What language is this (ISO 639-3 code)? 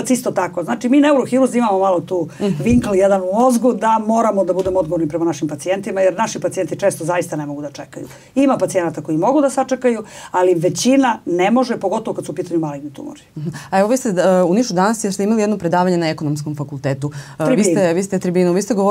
srp